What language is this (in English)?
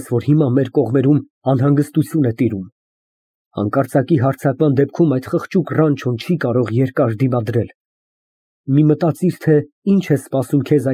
Armenian